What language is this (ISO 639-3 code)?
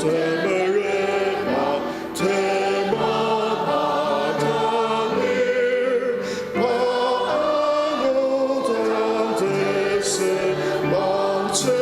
njo